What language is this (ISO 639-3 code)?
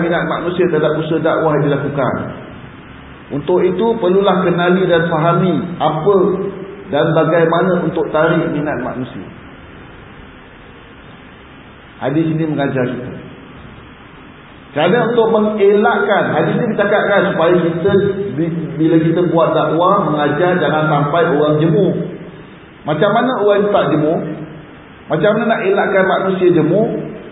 msa